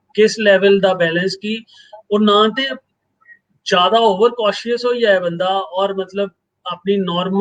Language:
Dogri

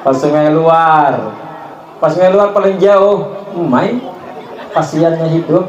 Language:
Banjar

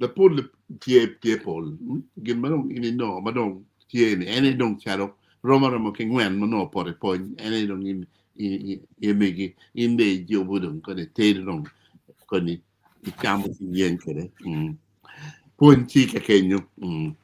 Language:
Acoli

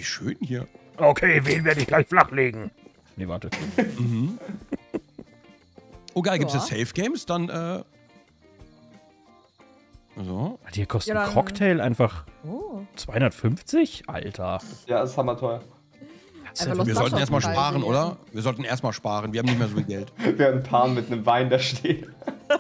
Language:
German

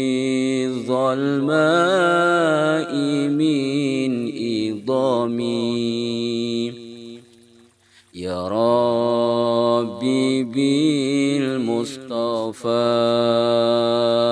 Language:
Arabic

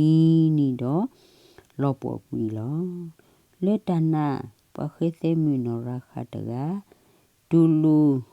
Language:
S'gaw Karen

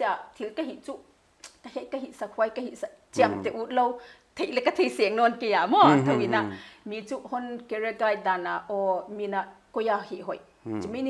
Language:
Paite Chin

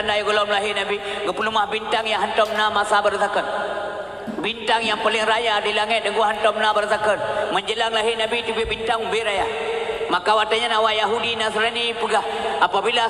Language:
Achinese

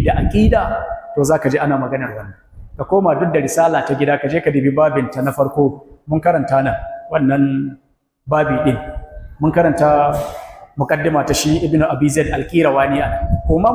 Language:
Hausa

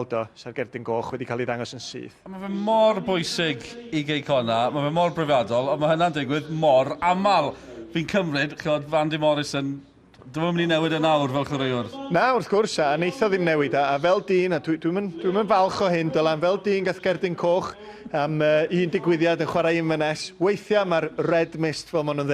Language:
Welsh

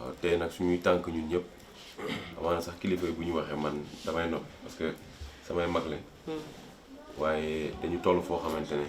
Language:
Wolof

